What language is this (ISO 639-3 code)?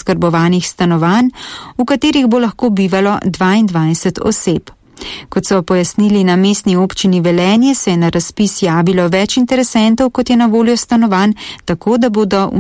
slv